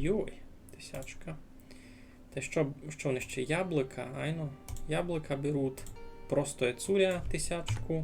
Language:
Rusyn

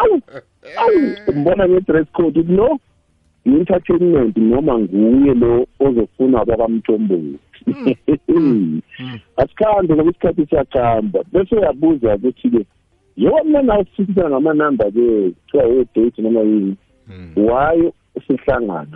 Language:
South Ndebele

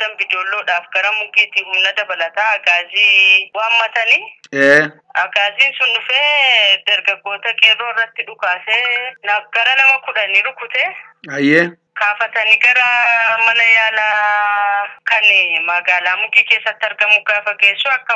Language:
Oromo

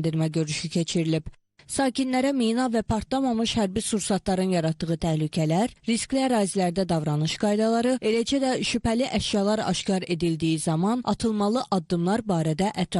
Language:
Azerbaijani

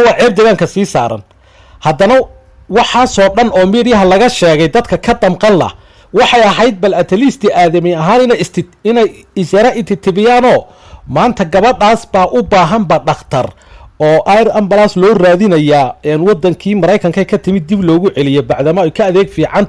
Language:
Somali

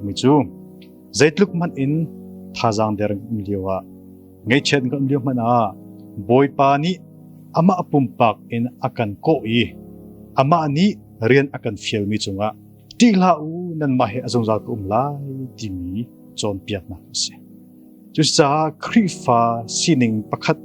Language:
Hakha Chin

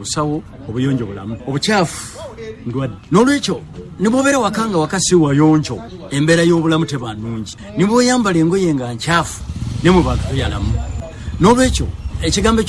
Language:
Ganda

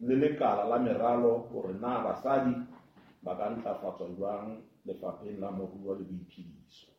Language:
Southern Sotho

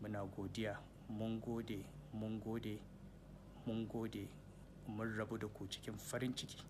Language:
Hausa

